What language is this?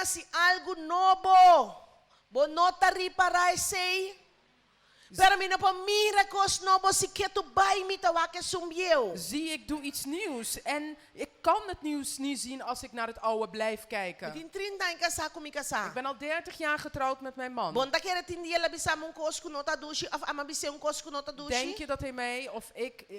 Papiamento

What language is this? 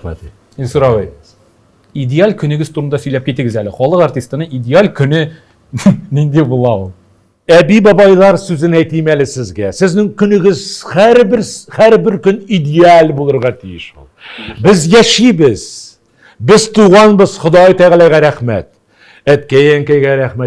Tatar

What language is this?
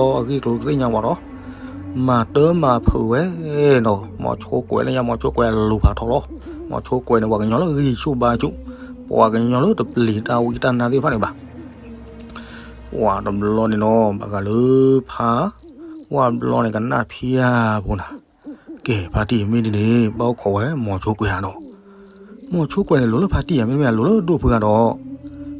S'gaw Karen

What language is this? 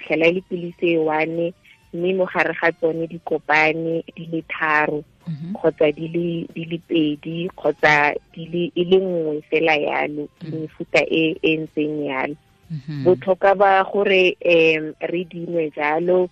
Tswana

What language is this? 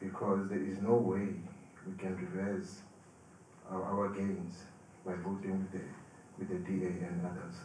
Zulu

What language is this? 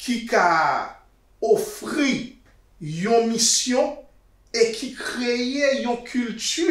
Haitian Creole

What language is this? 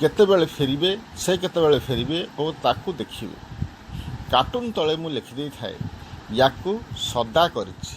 Odia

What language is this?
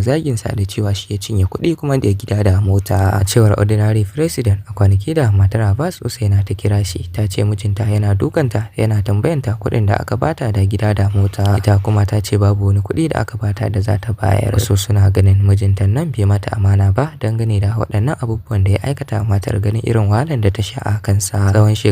Hausa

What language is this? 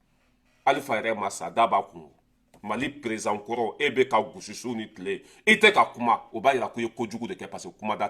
Bambara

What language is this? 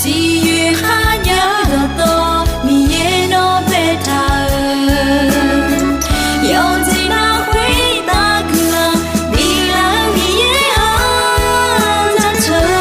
Akha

